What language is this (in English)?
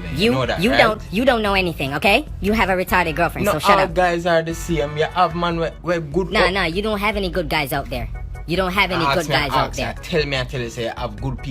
Jamaican Creole English